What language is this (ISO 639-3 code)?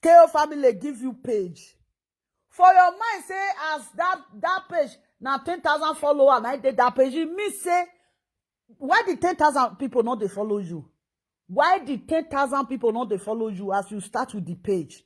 pcm